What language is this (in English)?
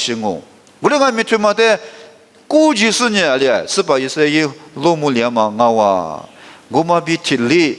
Lisu